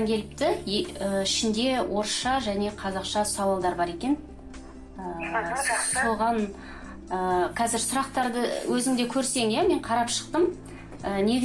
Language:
Kazakh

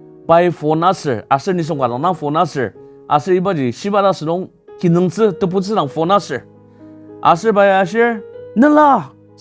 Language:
Ao Naga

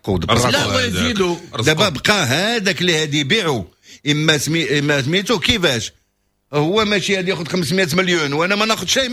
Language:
Moroccan Arabic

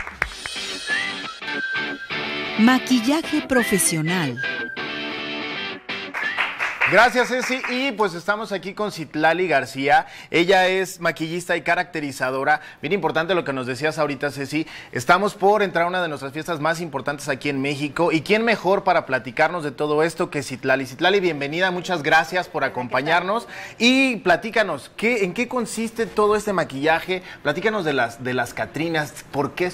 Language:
Spanish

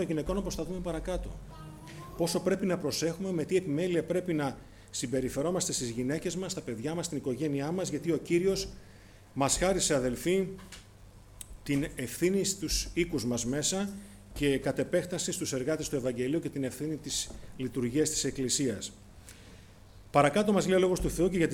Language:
Greek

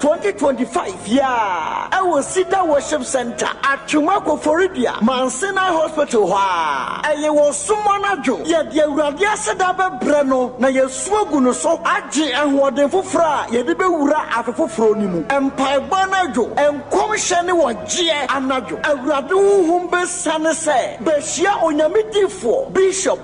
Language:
Akan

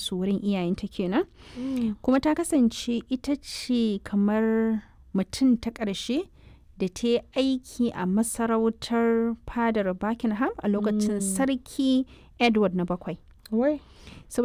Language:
Hausa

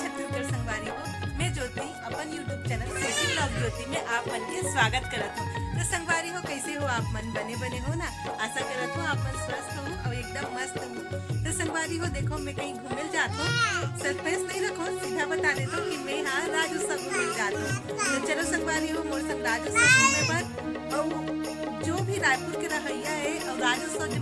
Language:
Chhattisgarhi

